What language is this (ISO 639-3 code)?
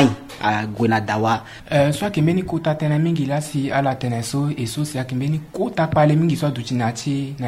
sag